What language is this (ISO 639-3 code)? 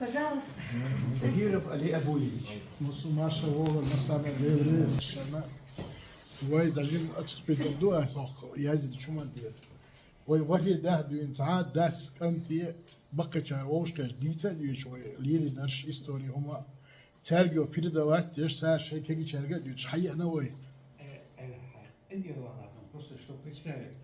che